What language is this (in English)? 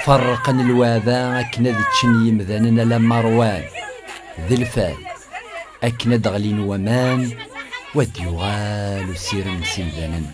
Kabyle